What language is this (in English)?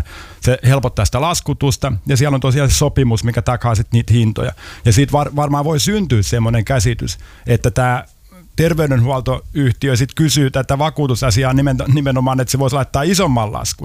Finnish